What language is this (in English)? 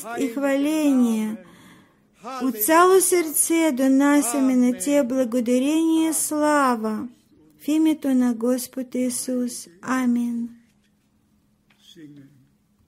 Bulgarian